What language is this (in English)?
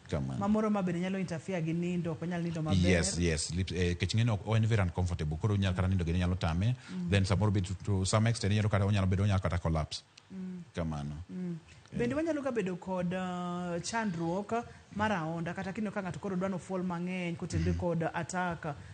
Luo (Kenya and Tanzania)